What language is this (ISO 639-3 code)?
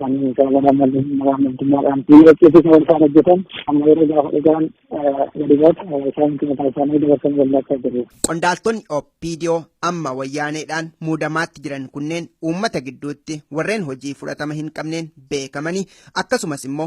orm